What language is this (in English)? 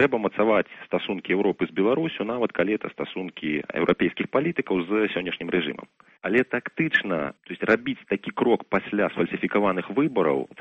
Belarusian